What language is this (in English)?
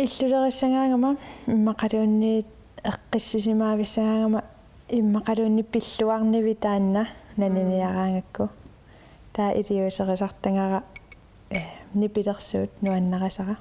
Kalaallisut